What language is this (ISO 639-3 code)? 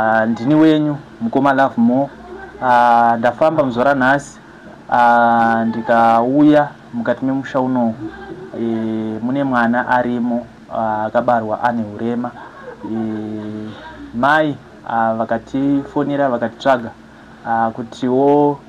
sna